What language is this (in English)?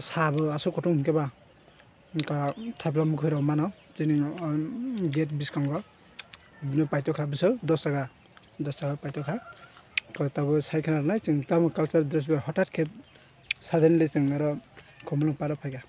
Kok Borok